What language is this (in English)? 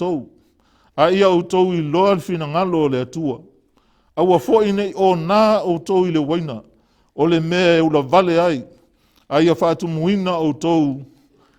Samoan